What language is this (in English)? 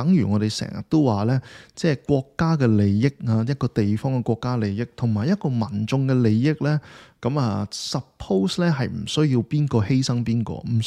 Cantonese